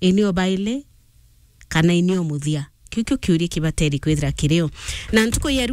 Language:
Meru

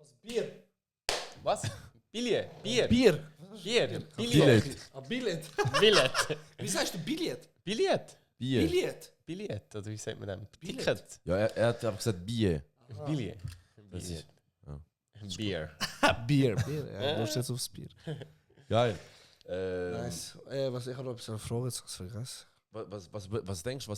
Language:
Swiss German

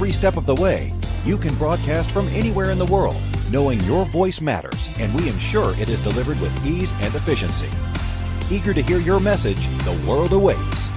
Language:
English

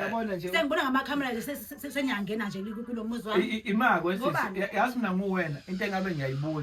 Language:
Zulu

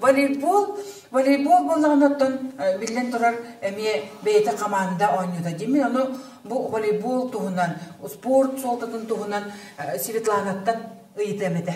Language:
Yakut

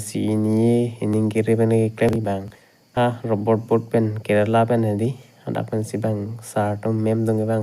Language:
Karbi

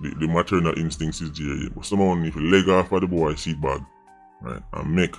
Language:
Jamaican Creole English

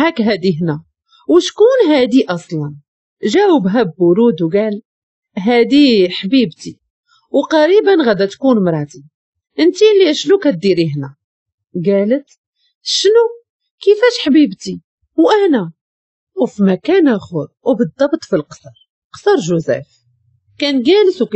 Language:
Moroccan Arabic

